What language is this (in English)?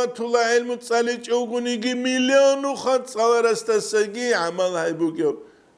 Avaric